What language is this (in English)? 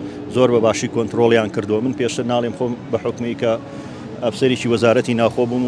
Central Kurdish